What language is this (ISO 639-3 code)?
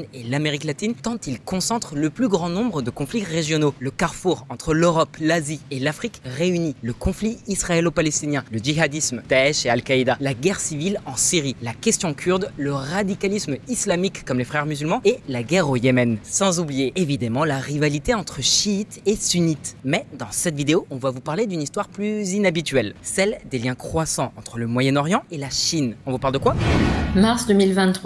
fra